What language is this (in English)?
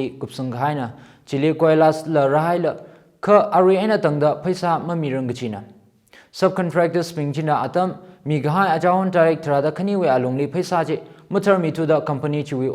Tangkhul Naga (India)